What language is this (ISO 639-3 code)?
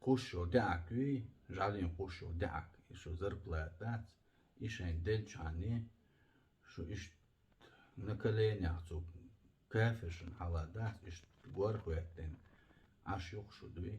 che